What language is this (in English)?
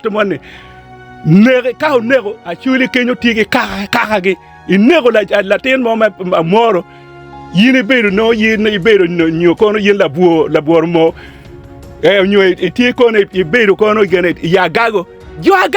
Acoli